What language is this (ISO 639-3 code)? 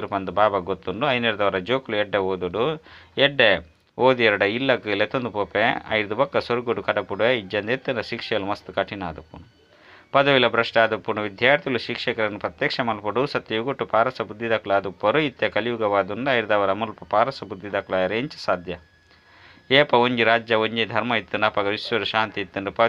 tcy